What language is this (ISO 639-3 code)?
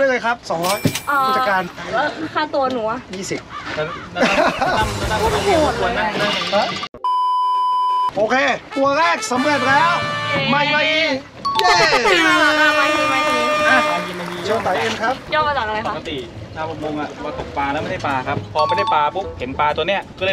tha